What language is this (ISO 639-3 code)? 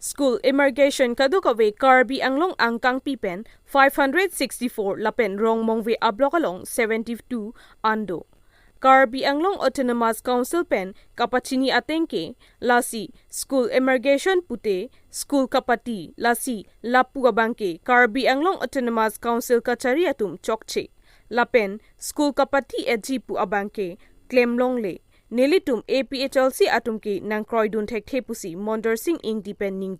mjw